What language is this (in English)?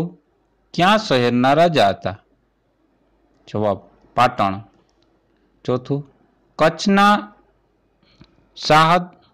Gujarati